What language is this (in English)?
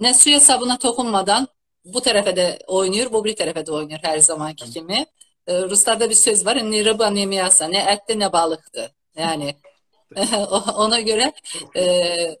South Azerbaijani